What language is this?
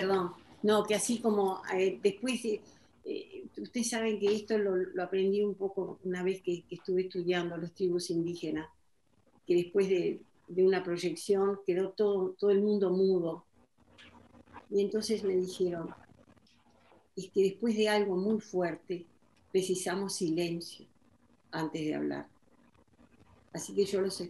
Spanish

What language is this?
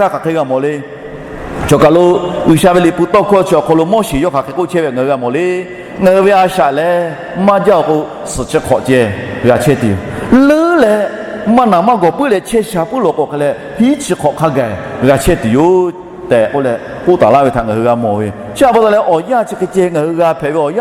Lahu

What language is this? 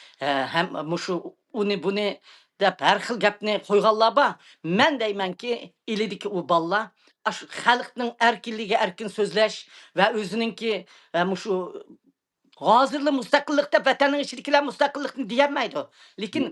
Uyghur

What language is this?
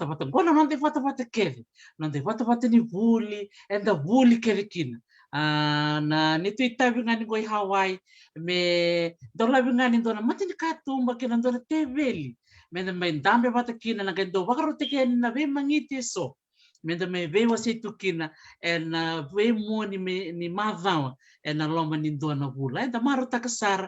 Fijian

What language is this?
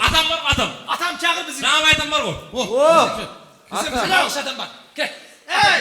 Kara-Kalpak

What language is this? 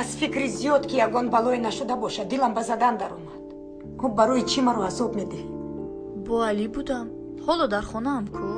Tajik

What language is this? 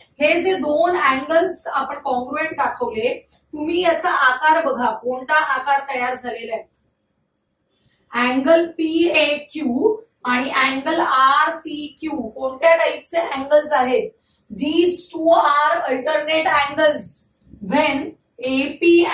Marathi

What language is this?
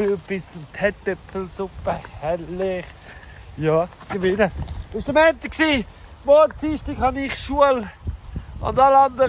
Swiss German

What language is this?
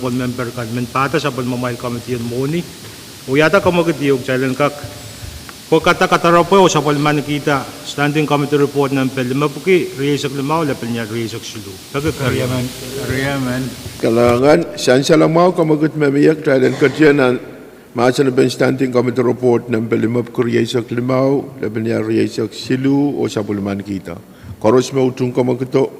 Pohnpeian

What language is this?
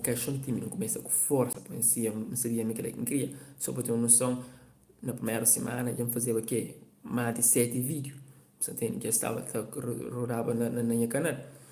Kabuverdianu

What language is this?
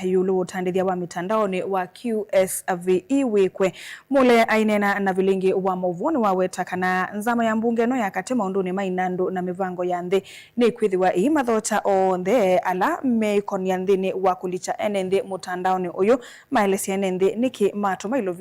Kamba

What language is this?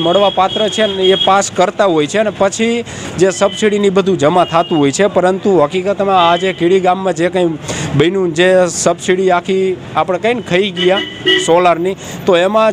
Gujarati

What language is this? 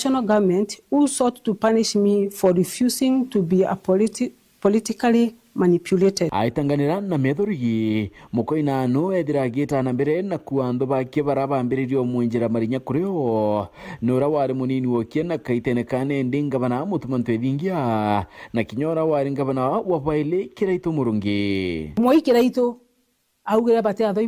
Meru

